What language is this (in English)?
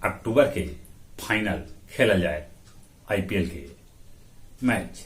Magahi